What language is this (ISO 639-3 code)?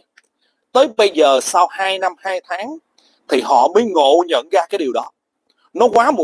vie